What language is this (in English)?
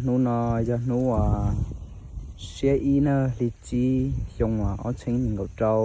Hmong